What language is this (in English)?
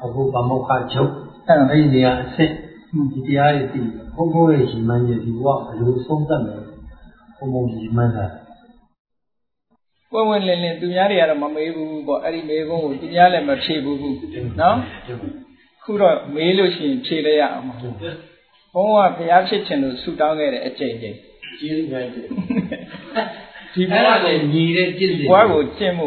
Burmese